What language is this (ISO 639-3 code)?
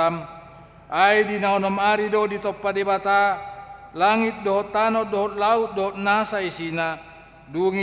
bbc